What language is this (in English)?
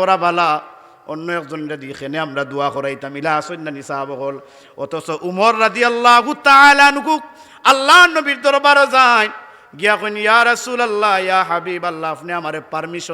Sylheti